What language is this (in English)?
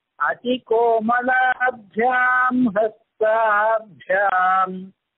Tamil